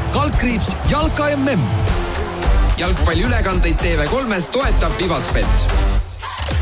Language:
Estonian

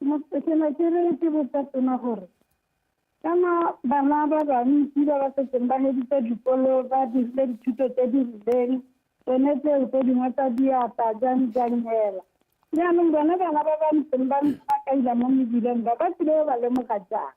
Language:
Tswana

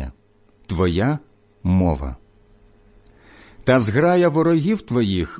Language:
Ukrainian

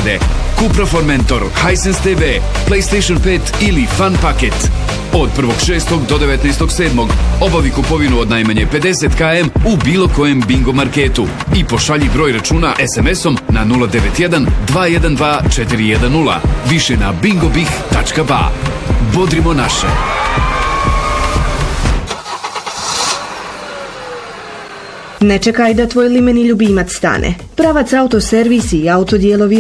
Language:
Bosnian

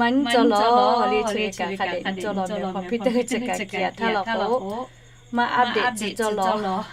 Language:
Lahu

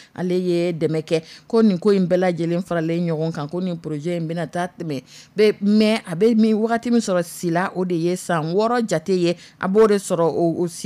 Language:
Dyula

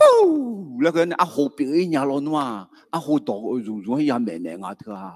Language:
Akha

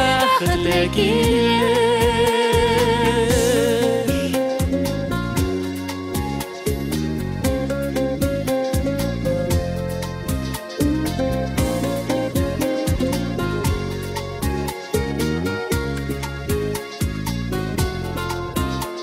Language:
Tatar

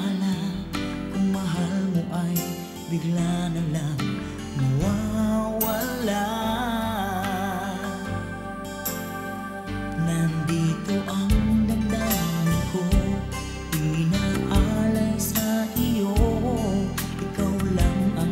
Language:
Filipino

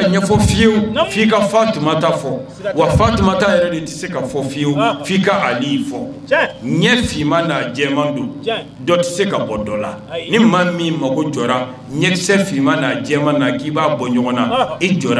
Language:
Bambara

